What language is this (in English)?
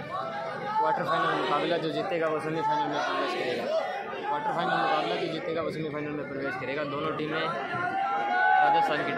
Hindi